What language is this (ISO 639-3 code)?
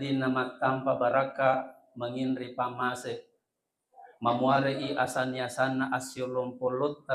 bug